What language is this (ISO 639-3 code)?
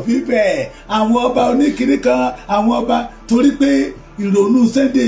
yor